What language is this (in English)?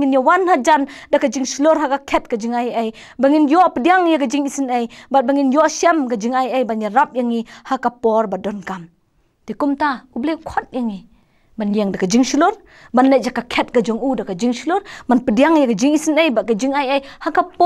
Khasi